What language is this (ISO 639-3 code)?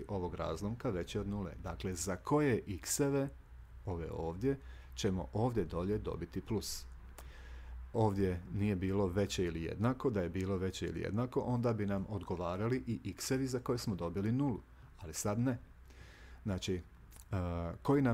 hrv